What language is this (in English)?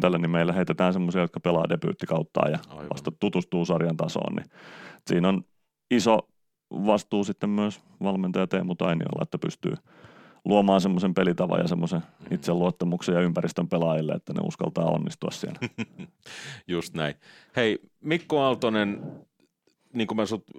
Finnish